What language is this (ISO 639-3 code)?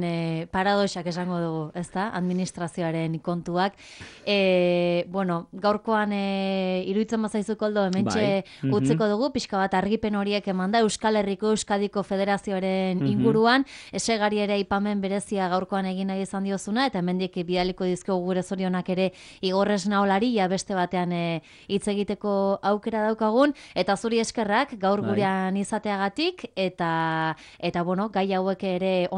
eus